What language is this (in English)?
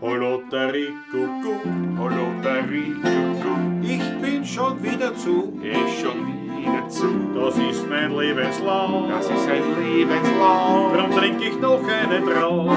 Bavarian